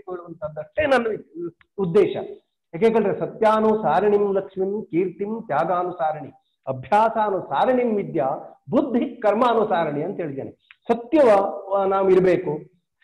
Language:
Kannada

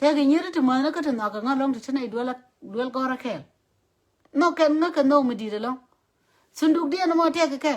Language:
Nuer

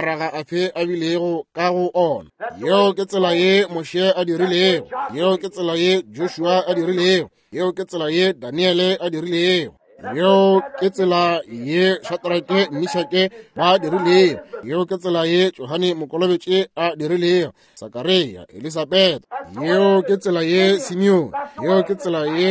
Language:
Northern Sotho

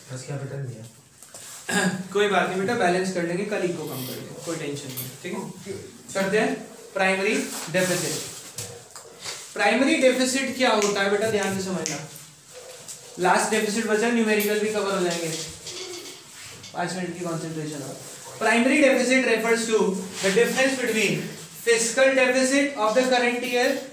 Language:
Hindi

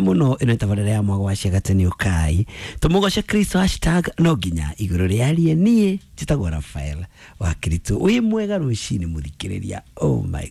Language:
Kikuyu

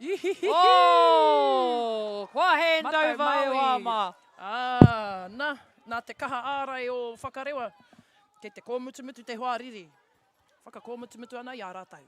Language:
Māori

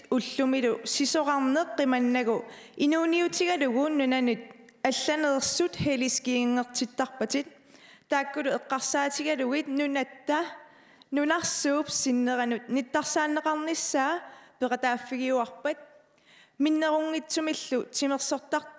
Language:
Kalaallisut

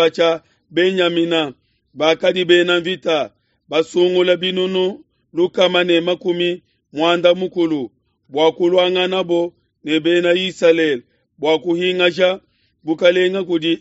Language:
Luba-Lulua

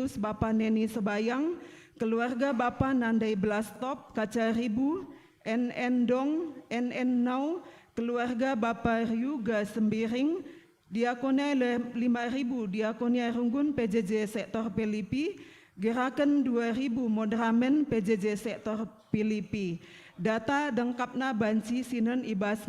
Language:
Batak Karo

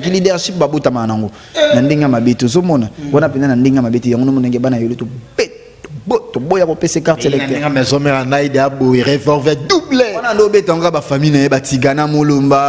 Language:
Lingala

